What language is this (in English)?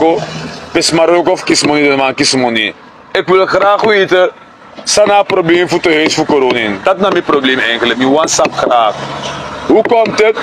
Sranan Tongo